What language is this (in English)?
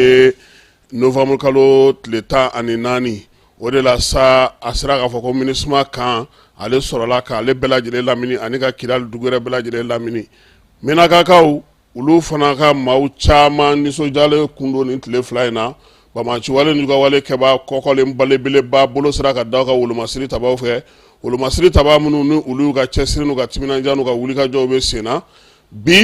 Bambara